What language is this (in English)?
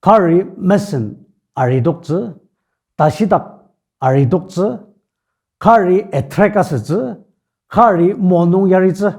Ao Naga